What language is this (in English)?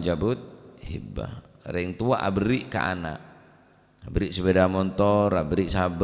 Madurese